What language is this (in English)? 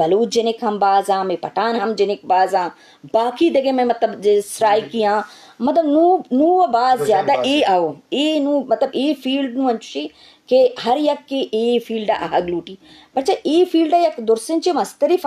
Eastern Balochi